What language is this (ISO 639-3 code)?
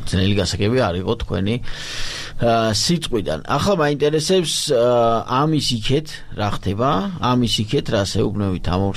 kat